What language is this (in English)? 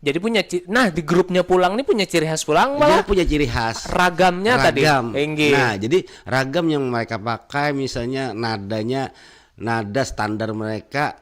Banjar